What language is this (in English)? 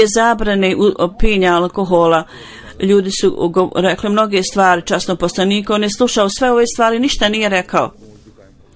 Bosnian